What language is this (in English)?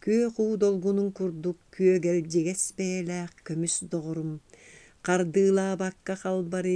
Yakut